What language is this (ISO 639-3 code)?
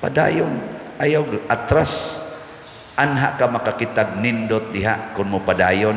ceb